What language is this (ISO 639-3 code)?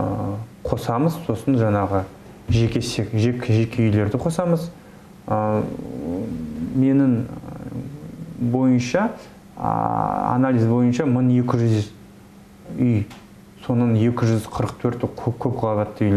kaz